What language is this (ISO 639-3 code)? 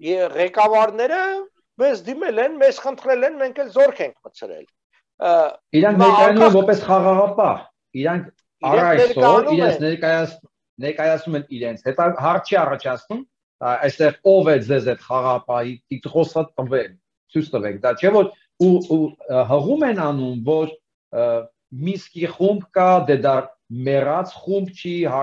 hye